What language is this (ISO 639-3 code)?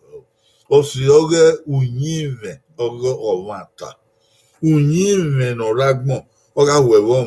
bin